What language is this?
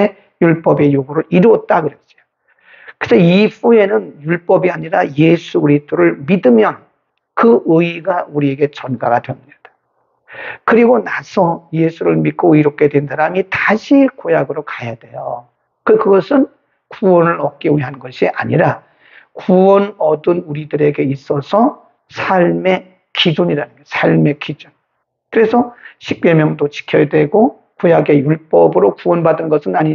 Korean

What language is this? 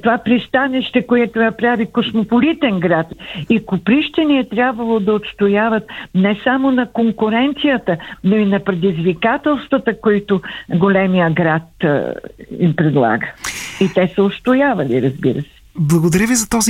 Bulgarian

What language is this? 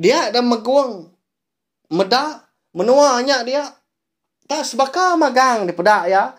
Iban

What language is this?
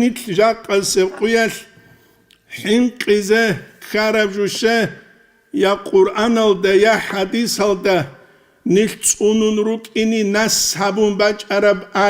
Avaric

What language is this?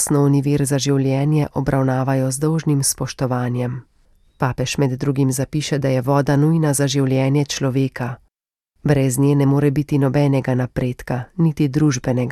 Slovenian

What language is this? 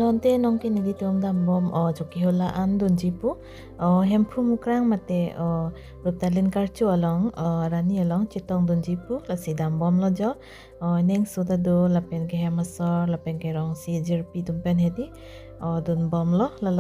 Karbi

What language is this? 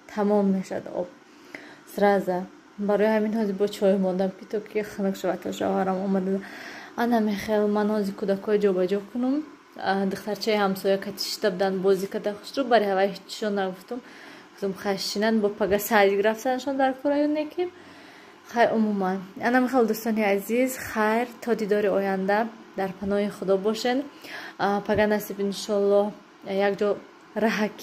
Tajik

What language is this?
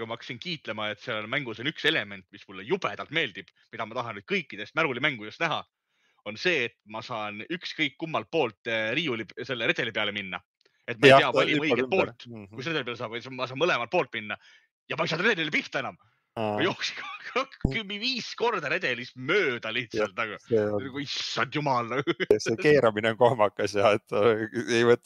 Estonian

